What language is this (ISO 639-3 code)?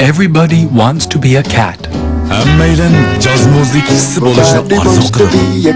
uig